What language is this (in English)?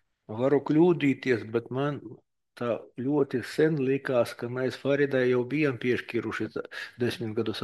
Latvian